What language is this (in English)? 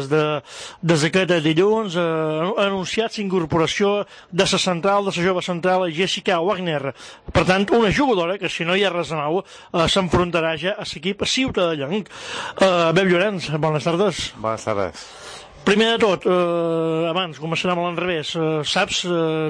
Catalan